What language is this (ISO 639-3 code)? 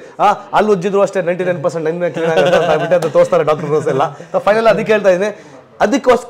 kan